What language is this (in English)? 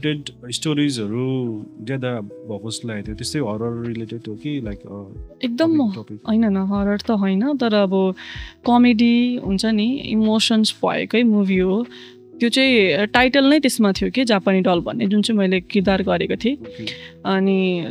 Nepali